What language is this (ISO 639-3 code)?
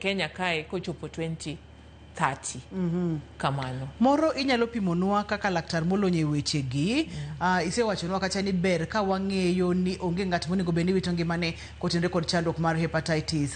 luo